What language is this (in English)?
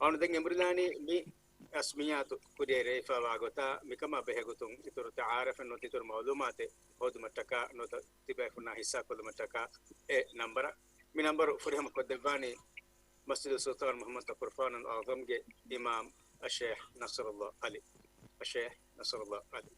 Divehi